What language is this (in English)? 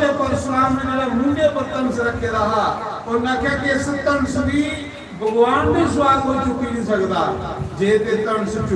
Dogri